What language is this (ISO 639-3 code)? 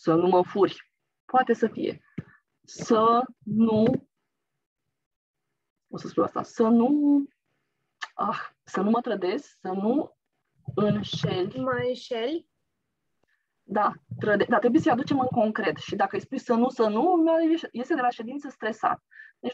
ron